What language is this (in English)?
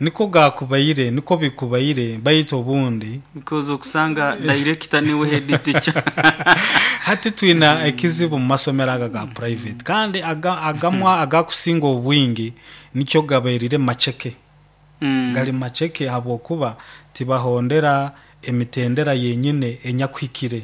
Nyoro